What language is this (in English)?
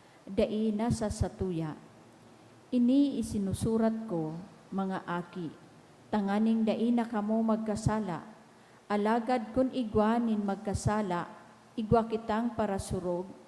Bikol